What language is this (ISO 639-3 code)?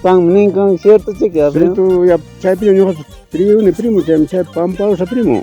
quy